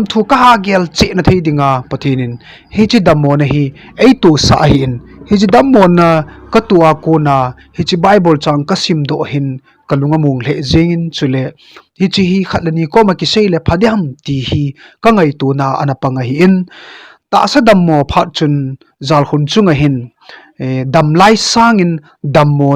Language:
Thado Chin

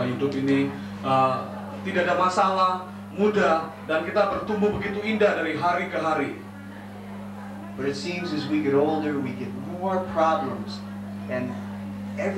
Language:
Indonesian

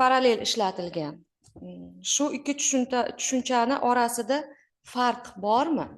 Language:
Uzbek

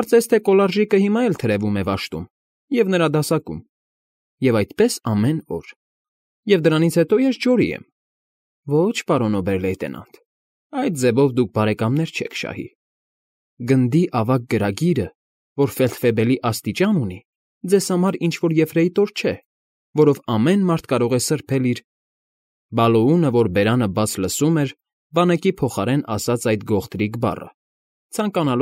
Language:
Armenian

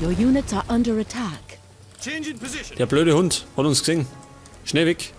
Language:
Bavarian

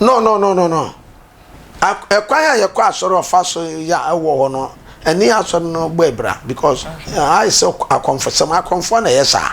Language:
Akan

